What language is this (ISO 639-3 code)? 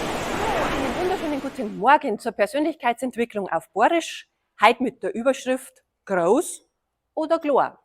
bar